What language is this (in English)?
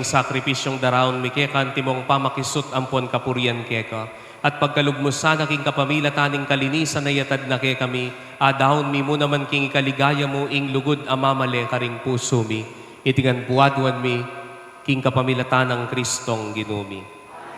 Pampanga